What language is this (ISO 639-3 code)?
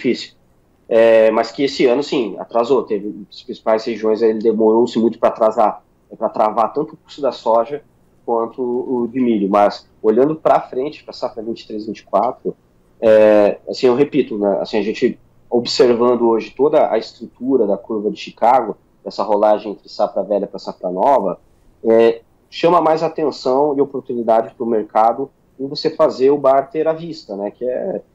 por